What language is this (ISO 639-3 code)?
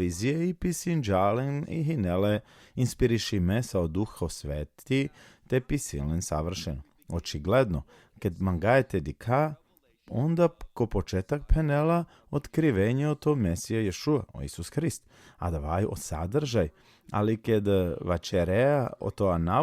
rmn